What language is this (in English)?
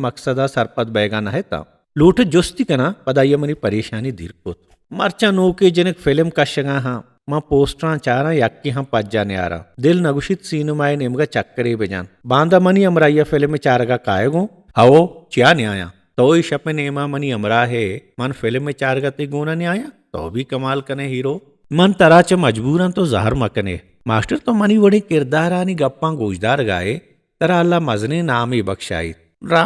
Baluchi